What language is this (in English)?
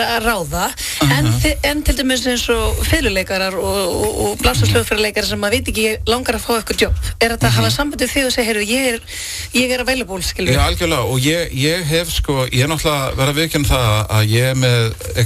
Icelandic